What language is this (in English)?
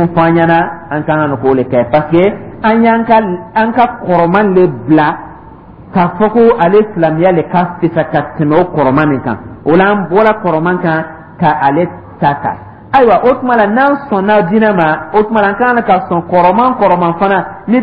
Dyula